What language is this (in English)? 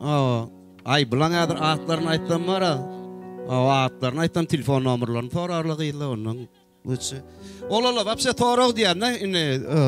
Turkmen